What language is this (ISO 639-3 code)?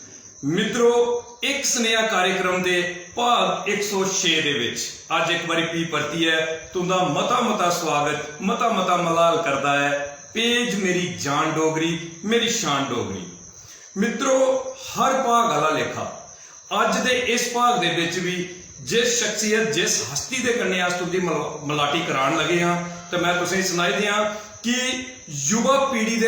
doi